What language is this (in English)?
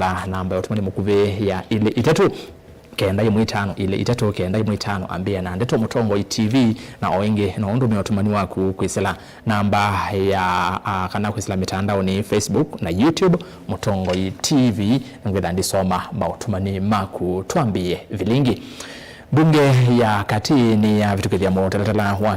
Kamba